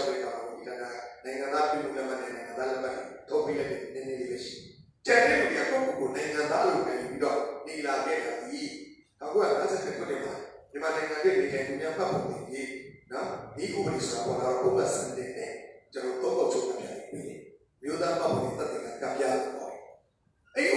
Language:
Burmese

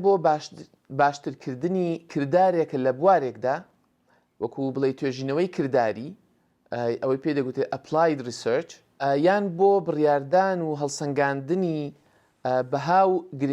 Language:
Central Kurdish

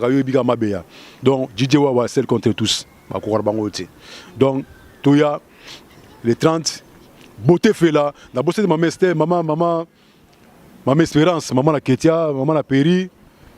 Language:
Lingala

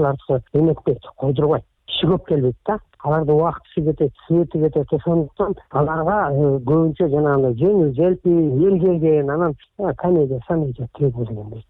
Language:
Kyrgyz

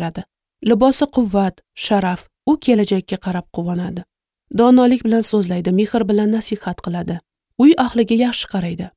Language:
Uzbek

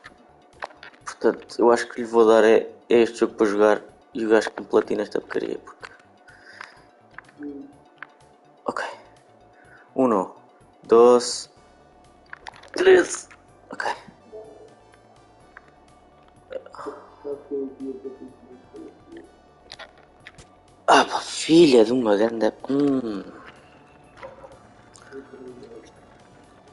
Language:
Portuguese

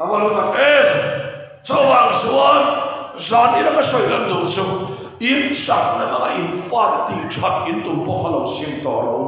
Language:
Mizo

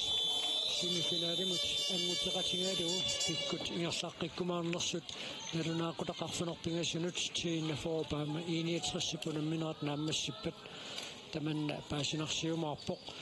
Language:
Kalaallisut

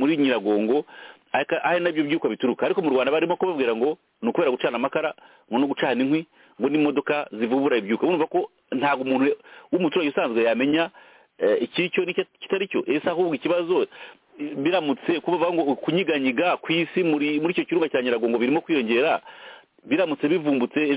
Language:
Kinyarwanda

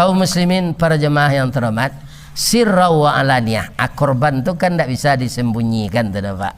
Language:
Minangkabau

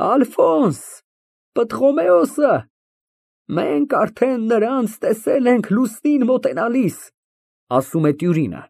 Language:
Armenian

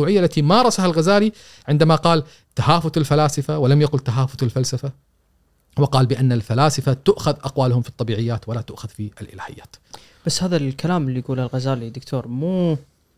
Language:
Gulf Arabic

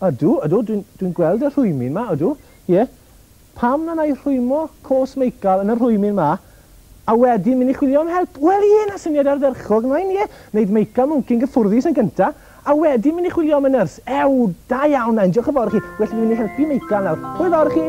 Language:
Welsh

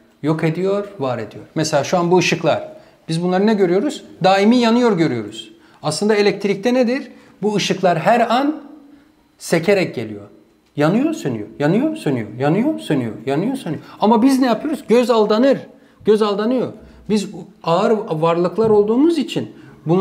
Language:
Turkish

